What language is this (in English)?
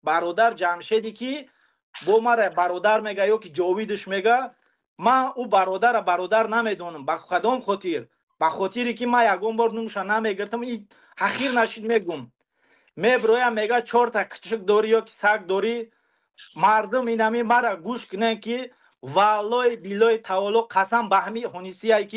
Tajik